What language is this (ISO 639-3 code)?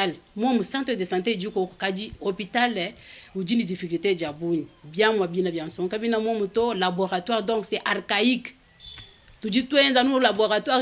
lua